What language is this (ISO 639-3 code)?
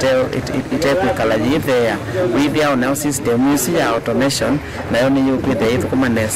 kam